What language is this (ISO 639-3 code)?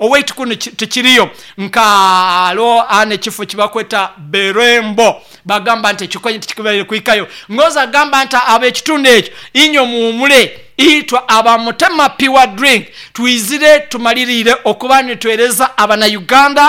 nyo